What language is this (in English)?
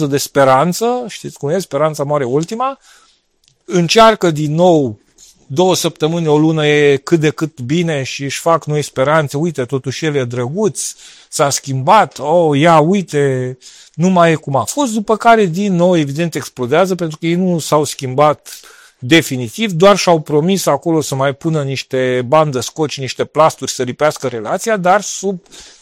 Romanian